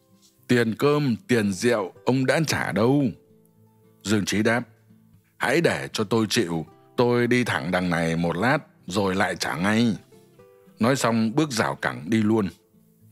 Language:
Vietnamese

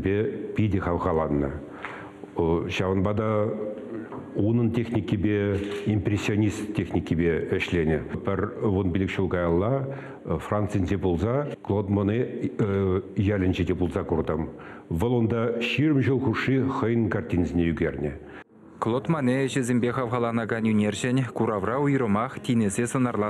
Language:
Chuvash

